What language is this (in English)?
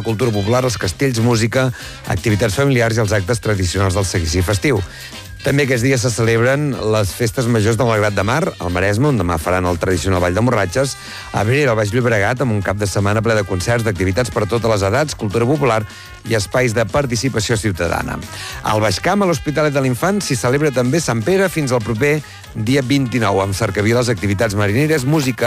Catalan